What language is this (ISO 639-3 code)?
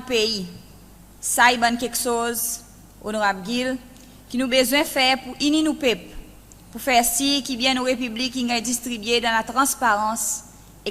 crs